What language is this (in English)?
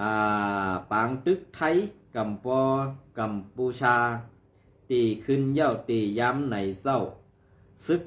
Shan